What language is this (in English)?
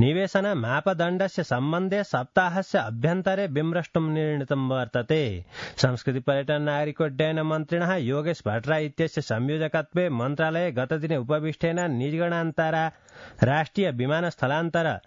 Sanskrit